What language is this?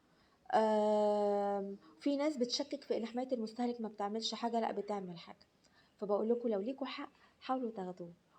Egyptian Arabic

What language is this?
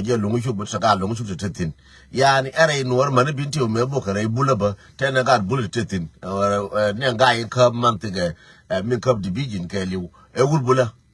Nuer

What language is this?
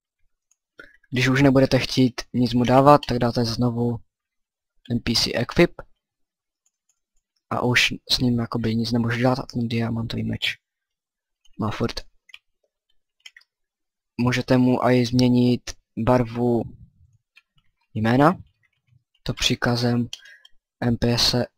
Czech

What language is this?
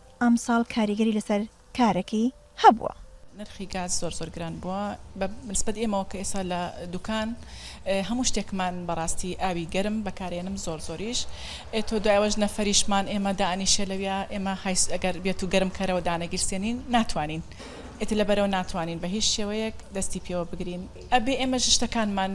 Central Kurdish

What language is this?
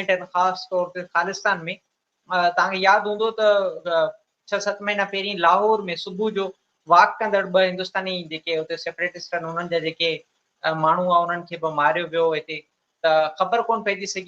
Sindhi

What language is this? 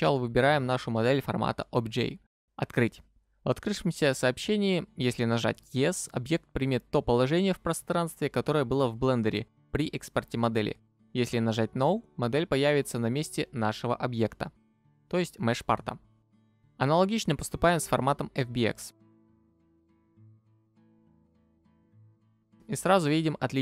Russian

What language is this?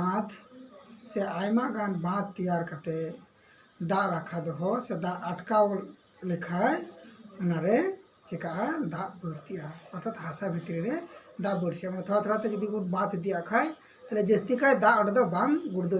Santali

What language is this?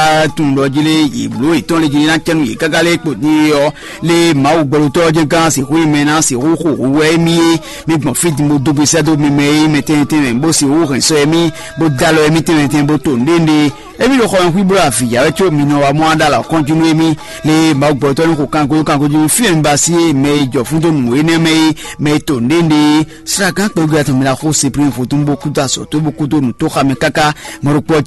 Fon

